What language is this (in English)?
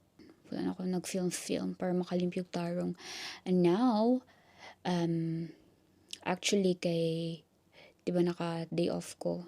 Cebuano